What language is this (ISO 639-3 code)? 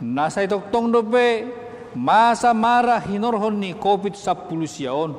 bbc